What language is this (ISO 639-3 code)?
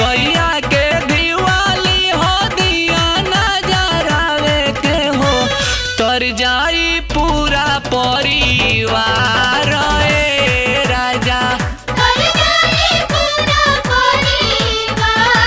bho